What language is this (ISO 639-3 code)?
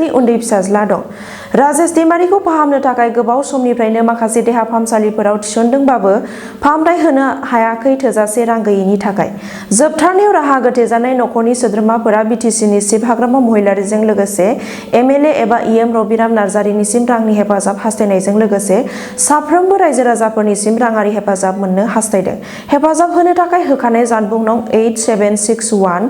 brx